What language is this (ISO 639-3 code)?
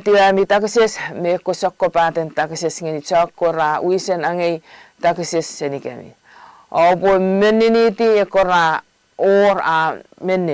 chk